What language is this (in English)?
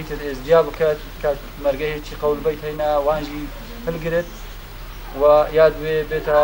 Kurdish